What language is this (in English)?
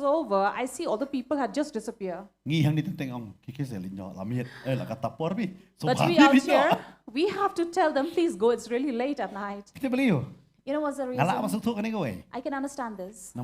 Khasi